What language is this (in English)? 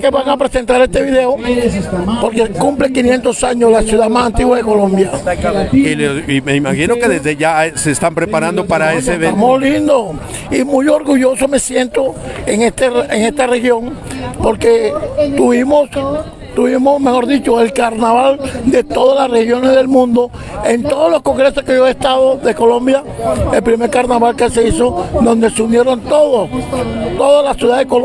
Spanish